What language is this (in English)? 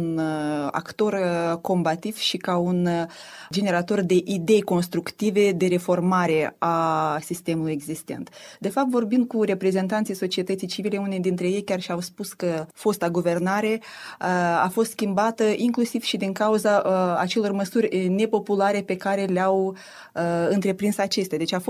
Romanian